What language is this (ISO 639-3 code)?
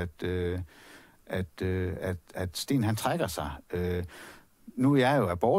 dan